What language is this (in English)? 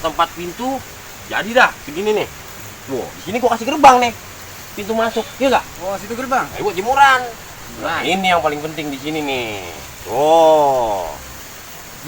Betawi